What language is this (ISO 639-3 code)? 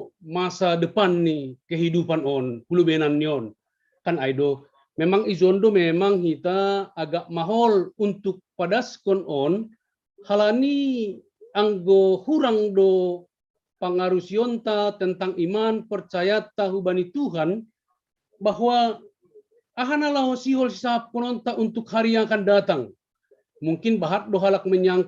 bts